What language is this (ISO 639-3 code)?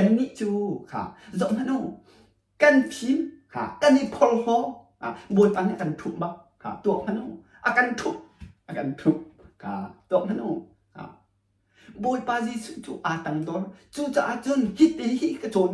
cnh